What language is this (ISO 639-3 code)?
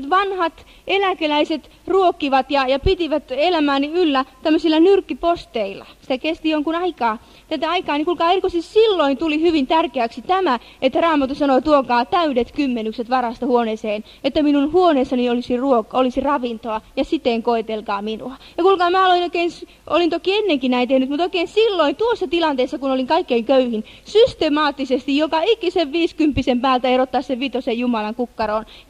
fin